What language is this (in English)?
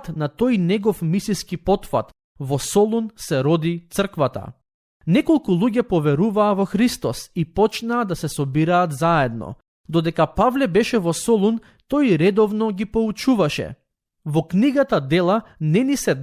Macedonian